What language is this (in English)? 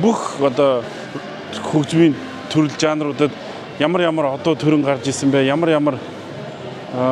Mongolian